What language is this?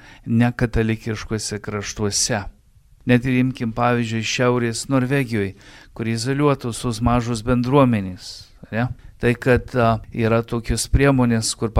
Lithuanian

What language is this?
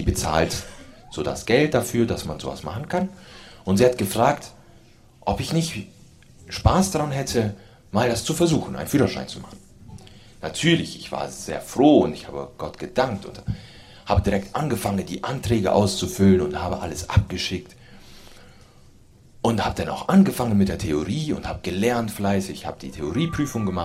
German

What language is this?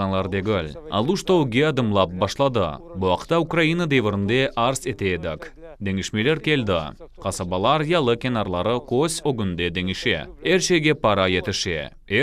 Crimean Tatar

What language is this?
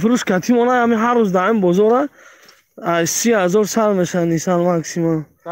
Tajik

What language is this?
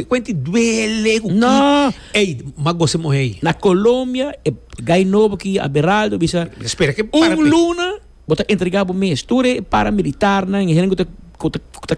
Papiamento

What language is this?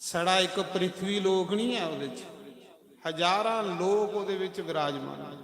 Dogri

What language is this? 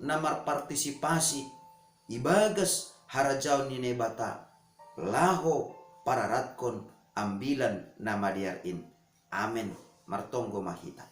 Batak Simalungun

